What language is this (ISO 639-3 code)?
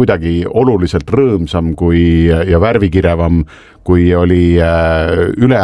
est